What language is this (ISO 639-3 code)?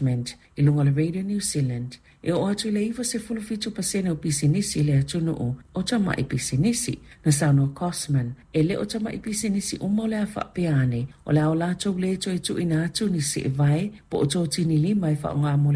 smo